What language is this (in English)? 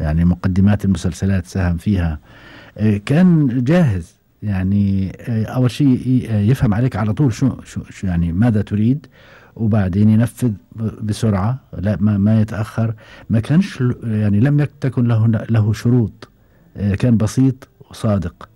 Gulf Arabic